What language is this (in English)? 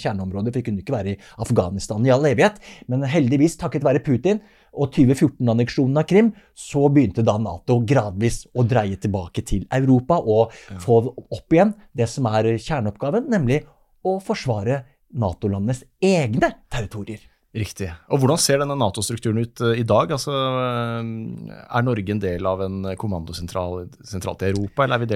Norwegian